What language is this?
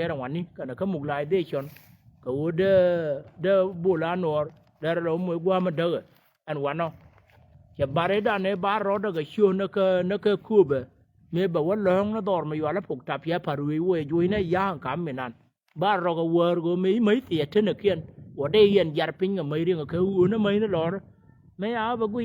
Nuer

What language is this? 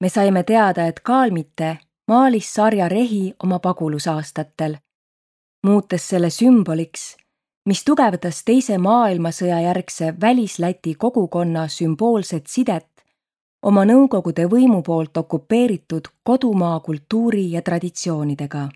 Estonian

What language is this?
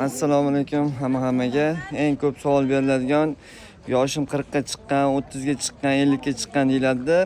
Uzbek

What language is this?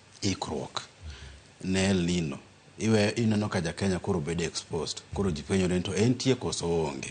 Luo (Kenya and Tanzania)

